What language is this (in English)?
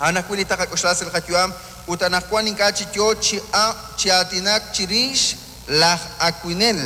Kekchí